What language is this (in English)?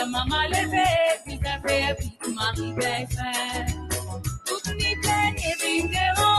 Morisyen